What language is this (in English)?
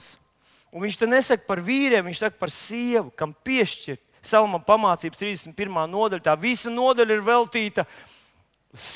Latvian